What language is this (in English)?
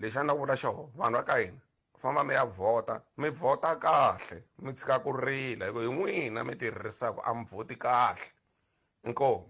Tsonga